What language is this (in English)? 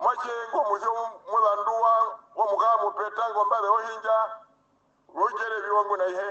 Herero